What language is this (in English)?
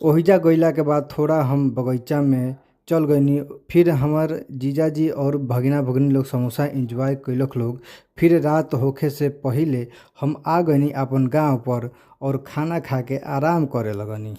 Bhojpuri